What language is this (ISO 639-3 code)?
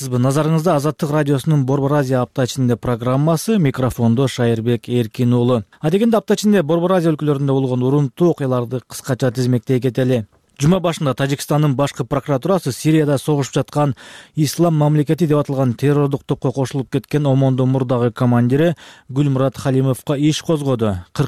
kir